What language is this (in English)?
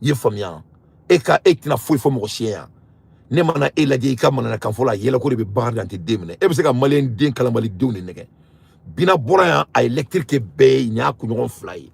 Bambara